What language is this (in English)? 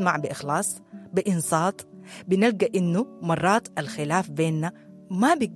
Sudanese Arabic